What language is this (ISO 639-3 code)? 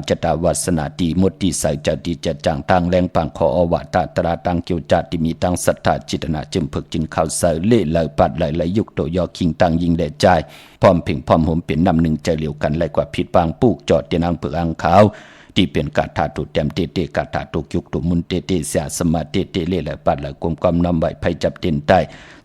shn